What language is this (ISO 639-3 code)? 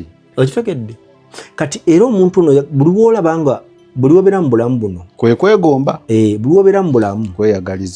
lug